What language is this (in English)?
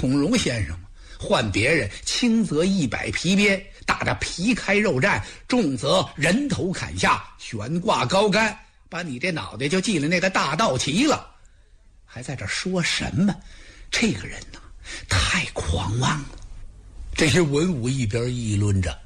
Chinese